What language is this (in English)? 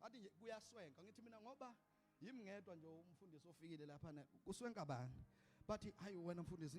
Zulu